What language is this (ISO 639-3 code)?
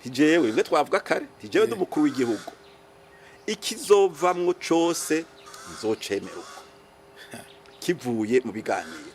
run